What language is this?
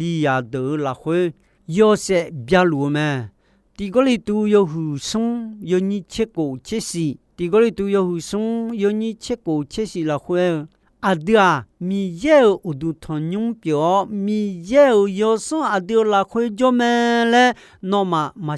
Akha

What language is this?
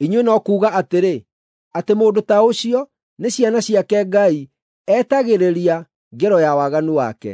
Kikuyu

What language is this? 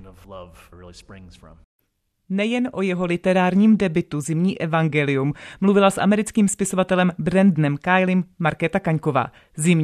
Czech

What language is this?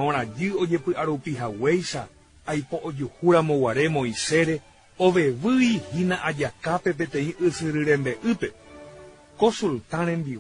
Guarani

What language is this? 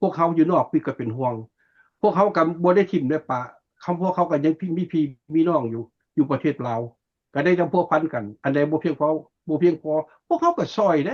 Lao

